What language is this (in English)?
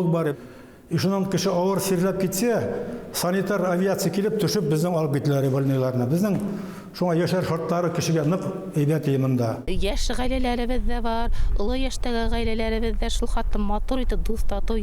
Bashkir